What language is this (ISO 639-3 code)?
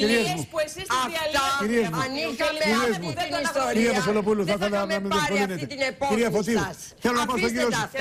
ell